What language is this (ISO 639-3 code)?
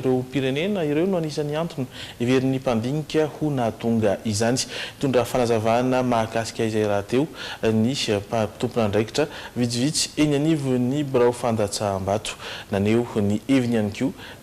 mlg